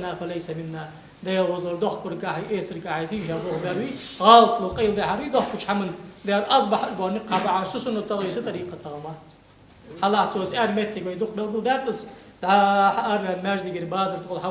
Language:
Ingush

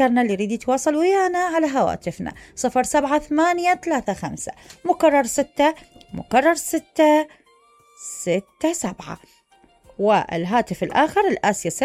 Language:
Mesopotamian Arabic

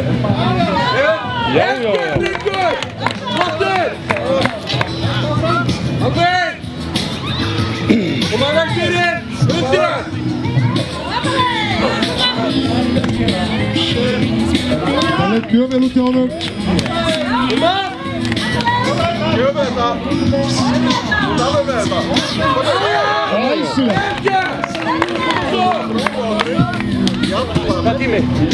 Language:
Icelandic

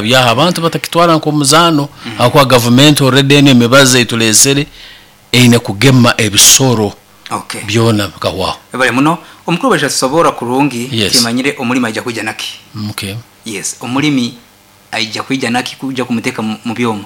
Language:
Nyoro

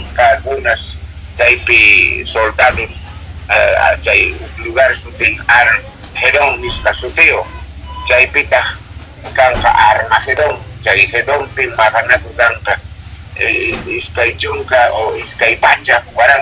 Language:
Quechua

